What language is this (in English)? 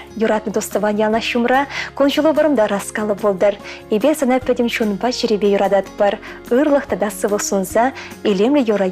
Chuvash